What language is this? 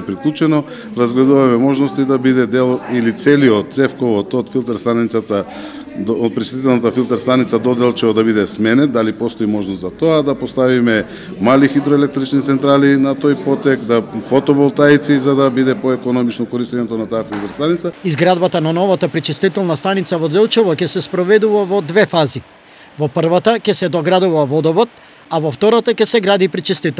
Macedonian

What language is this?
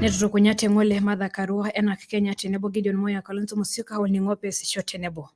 Masai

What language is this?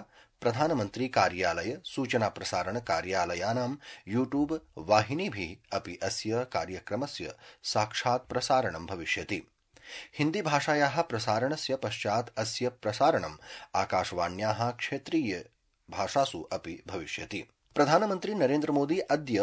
Sanskrit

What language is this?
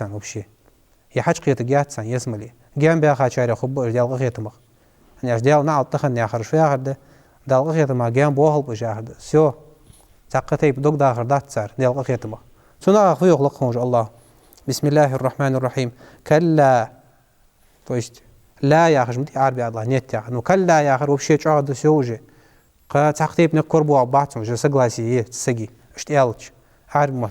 Ingush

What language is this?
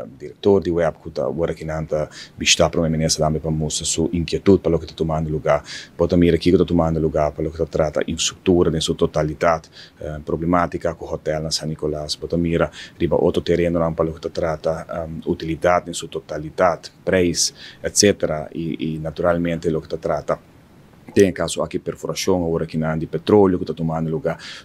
Papiamento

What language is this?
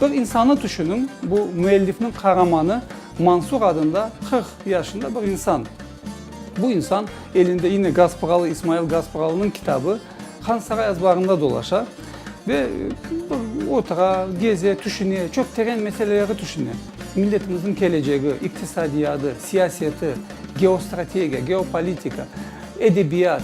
Crimean Tatar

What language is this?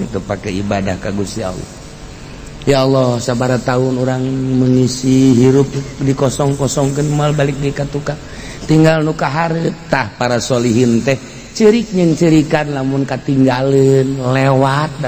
Sundanese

